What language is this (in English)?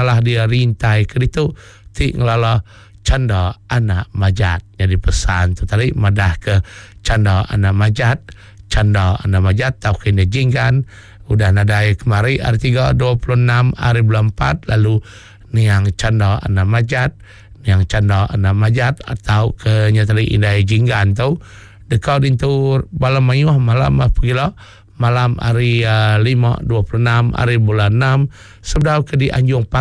Iban